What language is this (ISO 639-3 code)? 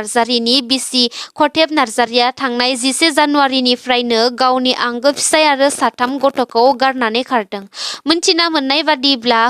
brx